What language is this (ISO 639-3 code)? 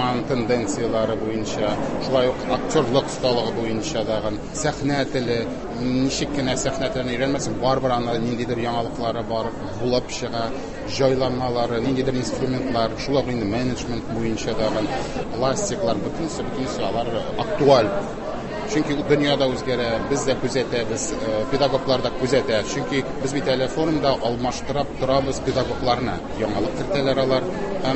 tat